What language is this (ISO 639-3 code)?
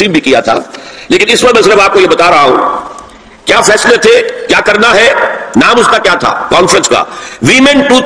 urd